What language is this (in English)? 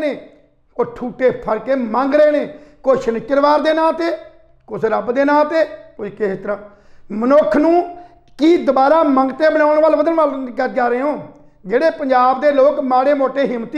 Punjabi